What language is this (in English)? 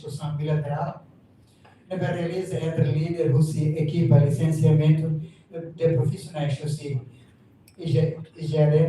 Tetum